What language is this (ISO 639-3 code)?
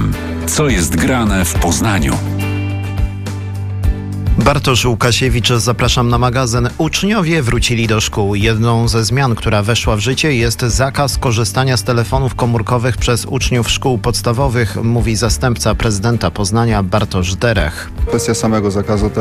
pol